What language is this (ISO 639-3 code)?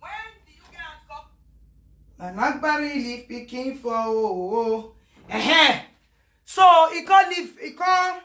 pcm